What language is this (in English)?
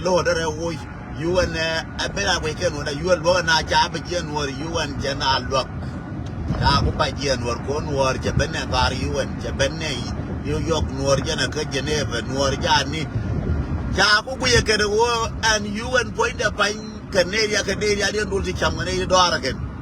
Nuer